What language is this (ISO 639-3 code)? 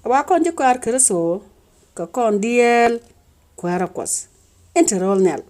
nus